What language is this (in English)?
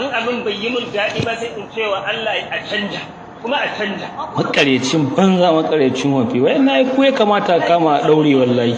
Hausa